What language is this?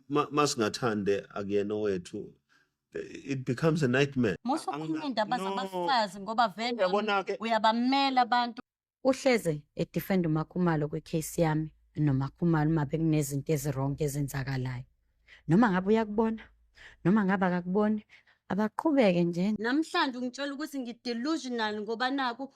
Zulu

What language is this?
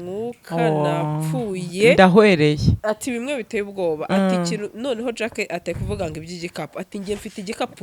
Kinyarwanda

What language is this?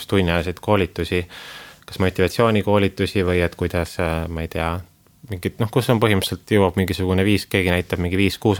Estonian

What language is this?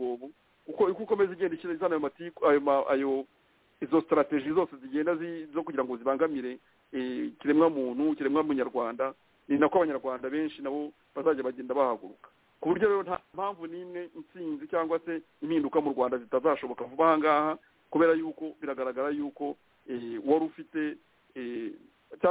Kinyarwanda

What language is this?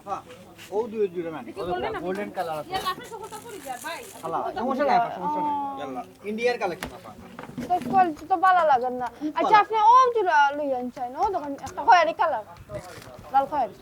Sylheti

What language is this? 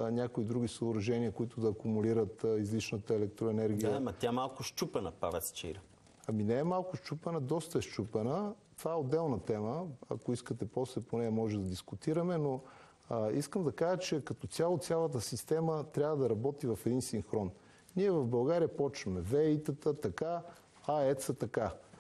Bulgarian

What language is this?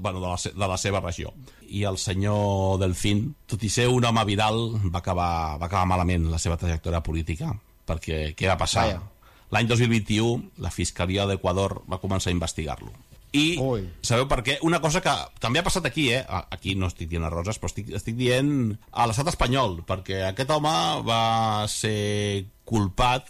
Catalan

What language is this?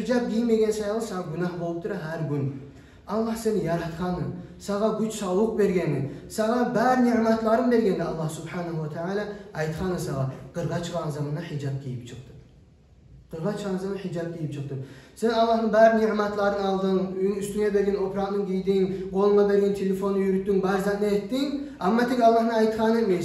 Kumyk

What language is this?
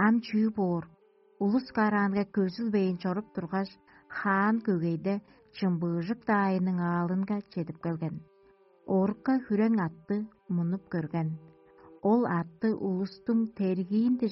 Tuvinian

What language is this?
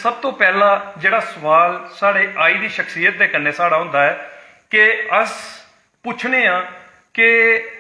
Dogri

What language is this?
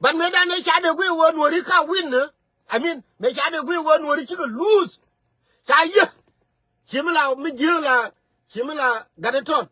Nuer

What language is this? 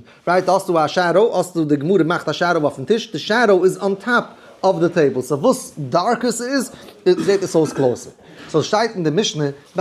Yiddish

